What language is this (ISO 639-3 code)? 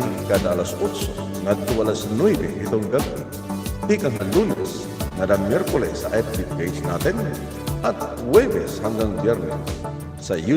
war